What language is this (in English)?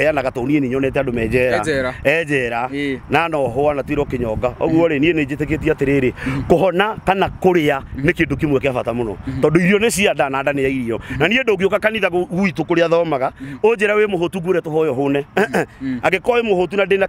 Kikuyu